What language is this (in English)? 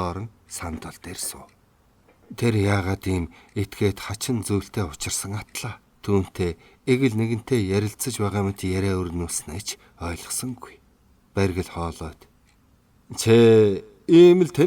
Mongolian